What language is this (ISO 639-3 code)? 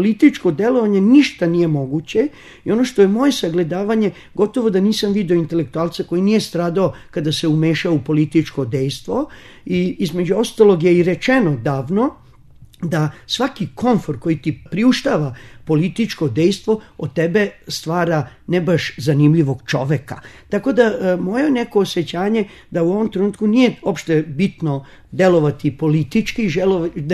srp